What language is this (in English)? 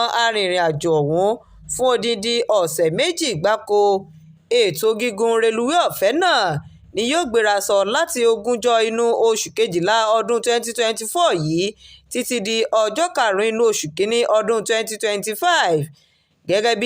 Yoruba